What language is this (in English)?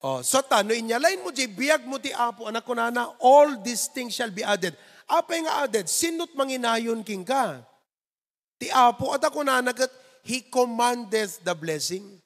Iloko